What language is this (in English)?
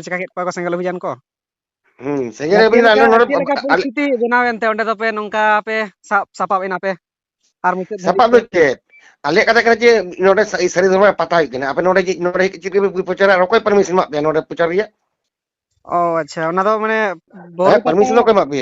Santali